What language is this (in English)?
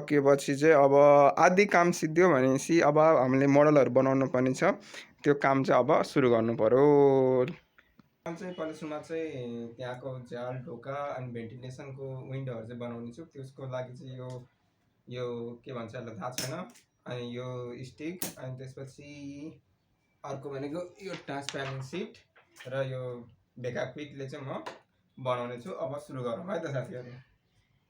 Nepali